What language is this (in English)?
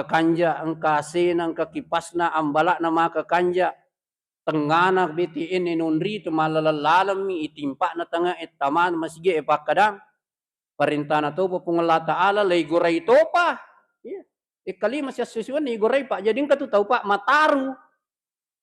Buginese